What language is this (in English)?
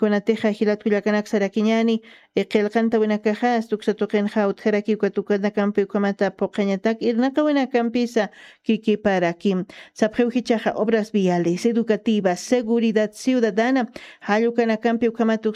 Aymara